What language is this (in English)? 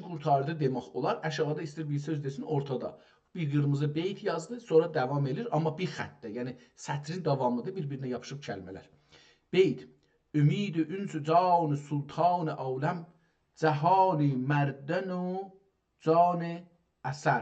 South Azerbaijani